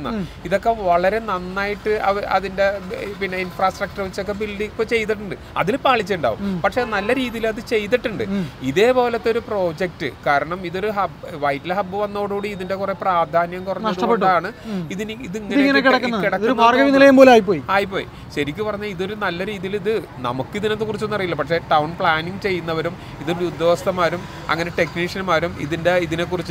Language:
Malayalam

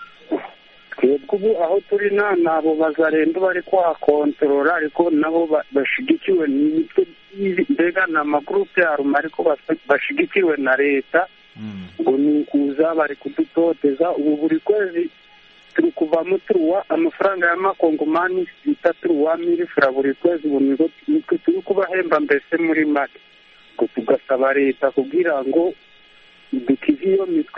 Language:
Kinyarwanda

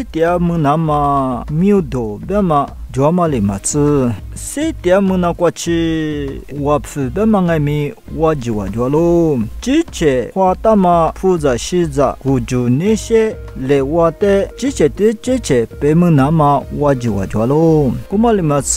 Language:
Lisu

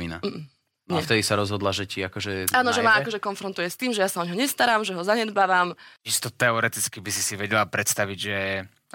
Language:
Slovak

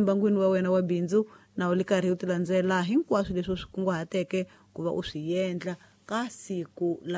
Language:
Tsonga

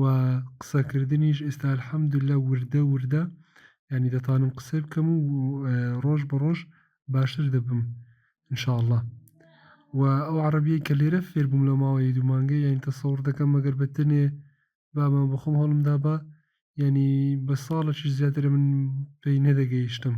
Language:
Central Kurdish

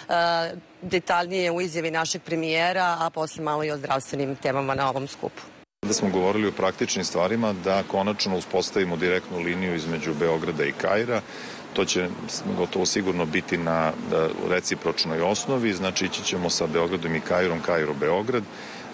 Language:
Serbian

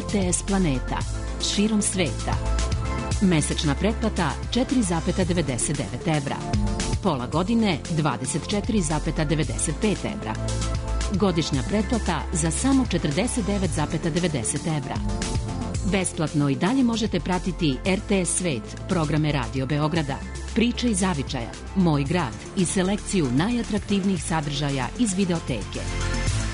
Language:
Serbian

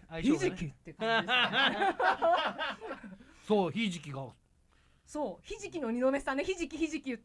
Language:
Japanese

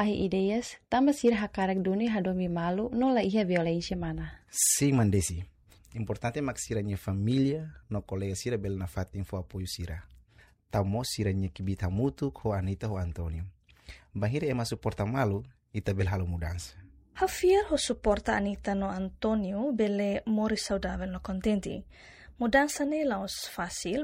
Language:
Tetum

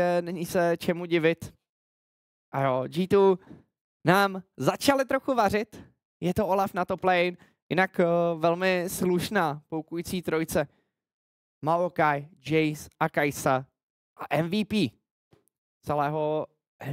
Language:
Czech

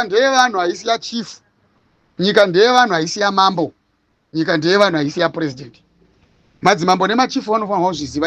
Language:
Shona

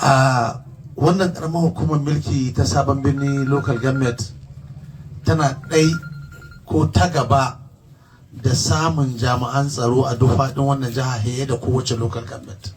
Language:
Hausa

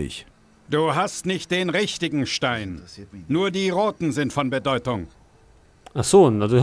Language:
Bavarian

